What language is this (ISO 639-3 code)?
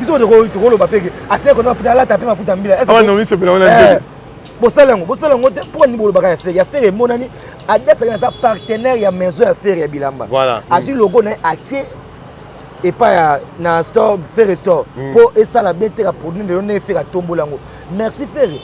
lin